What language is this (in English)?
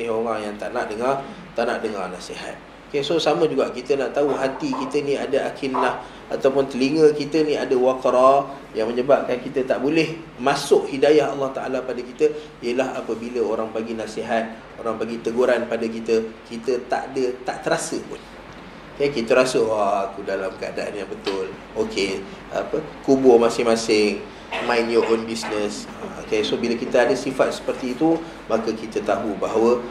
Malay